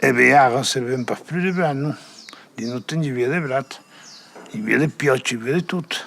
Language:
Occitan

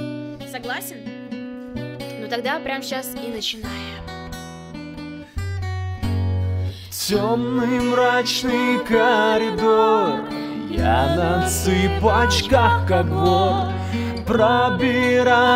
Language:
Russian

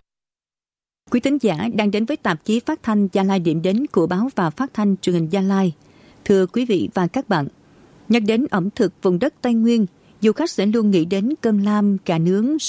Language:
Vietnamese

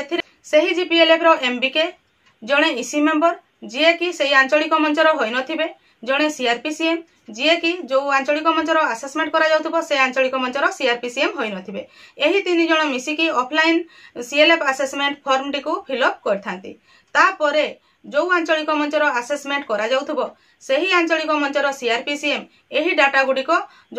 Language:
Odia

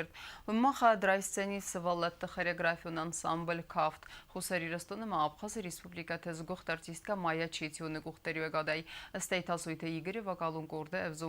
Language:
Ossetic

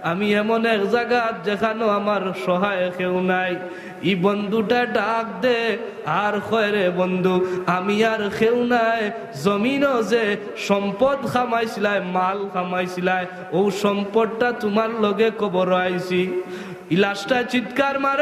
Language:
Sylheti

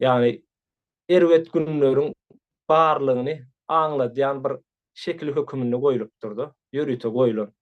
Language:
Turkmen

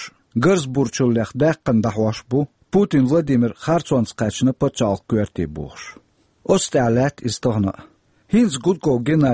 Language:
Chechen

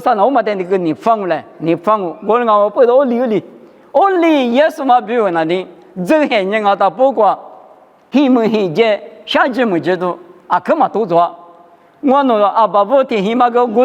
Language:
Lisu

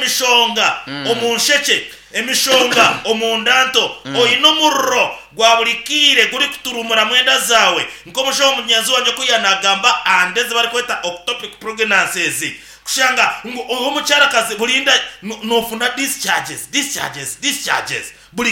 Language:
Nyankole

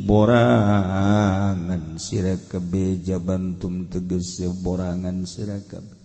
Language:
Sundanese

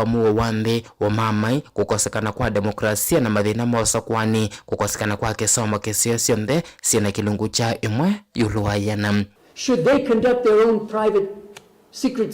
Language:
Kamba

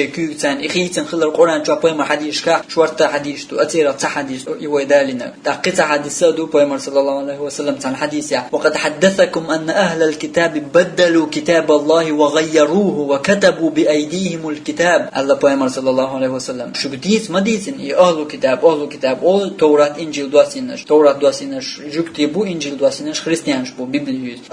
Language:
Chechen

